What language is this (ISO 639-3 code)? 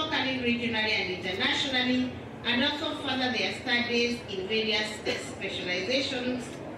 mer